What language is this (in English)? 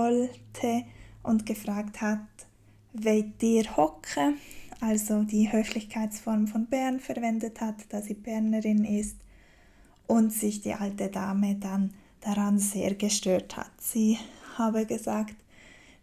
Swiss German